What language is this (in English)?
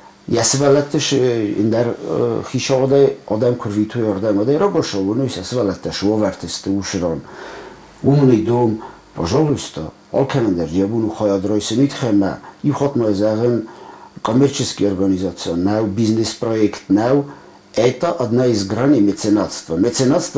Ossetic